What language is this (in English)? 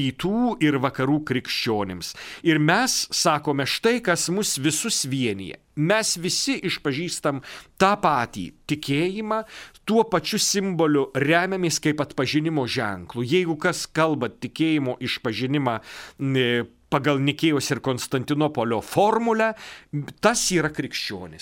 Lithuanian